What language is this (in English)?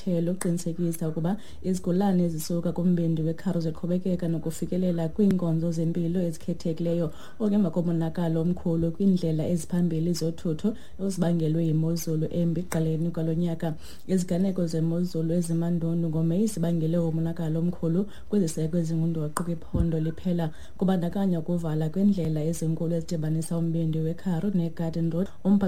Xhosa